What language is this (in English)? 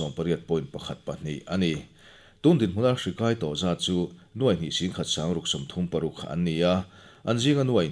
Mizo